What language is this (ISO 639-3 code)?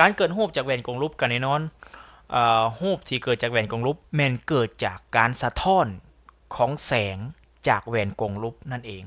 lao